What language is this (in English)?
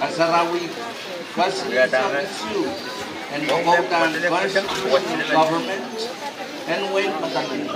Pohnpeian